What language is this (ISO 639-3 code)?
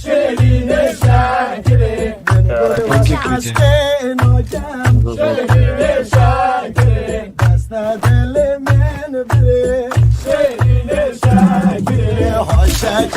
kur